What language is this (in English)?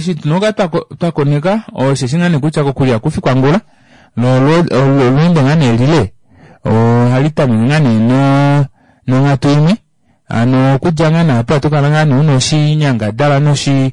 Kuanyama